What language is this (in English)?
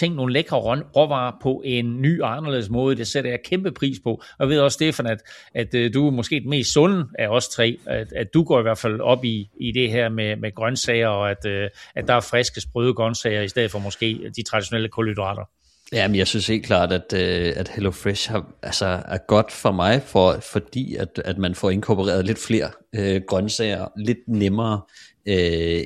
Danish